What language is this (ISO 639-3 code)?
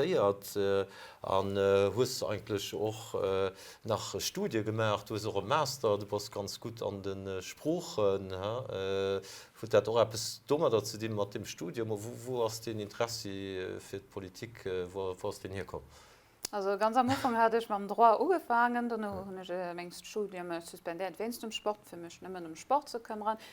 ltz